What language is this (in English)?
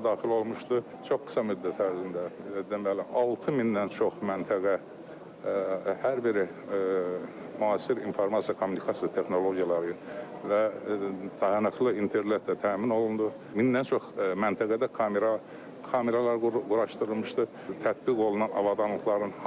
Azerbaijani